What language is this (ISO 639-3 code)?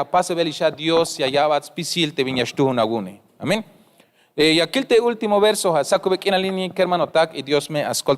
tzh